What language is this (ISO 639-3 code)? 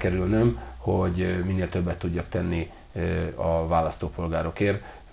hun